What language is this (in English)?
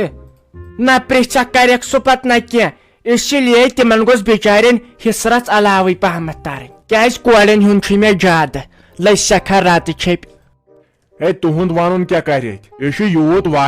Kashmiri